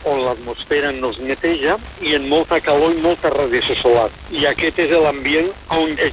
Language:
Catalan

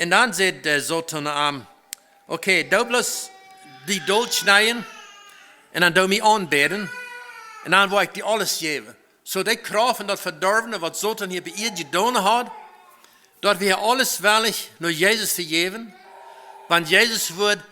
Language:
Plautdietsch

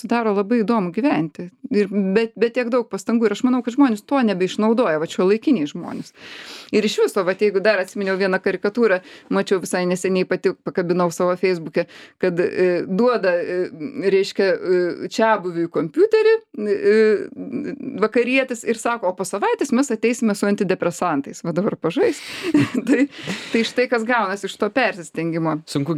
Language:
Lithuanian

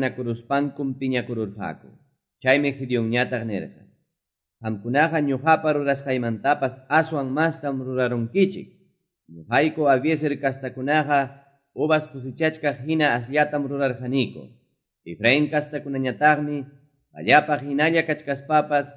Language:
Quechua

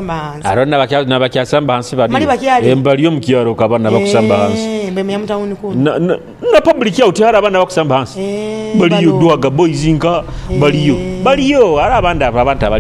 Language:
Nyoro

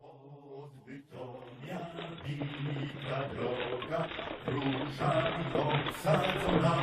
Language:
Silesian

